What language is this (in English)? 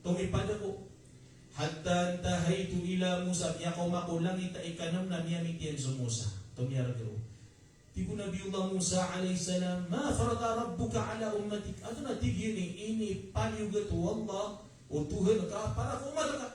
Maranao